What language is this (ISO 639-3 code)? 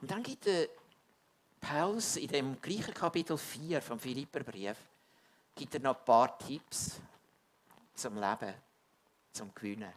gsw